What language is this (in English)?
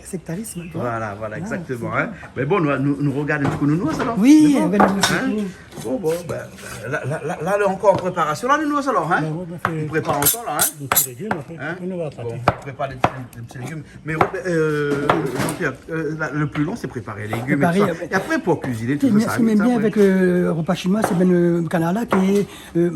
Réunion Creole French